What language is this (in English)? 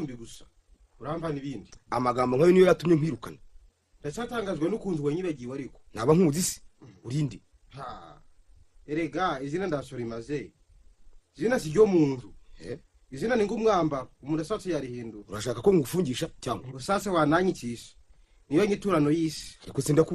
Kinyarwanda